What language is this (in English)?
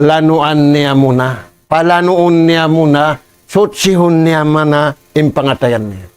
Tausug